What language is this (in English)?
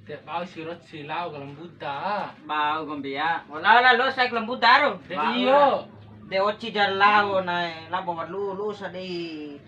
Bima